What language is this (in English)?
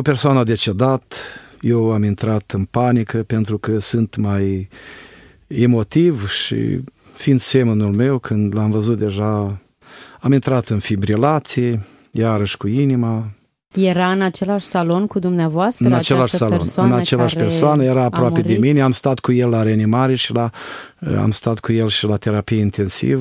Romanian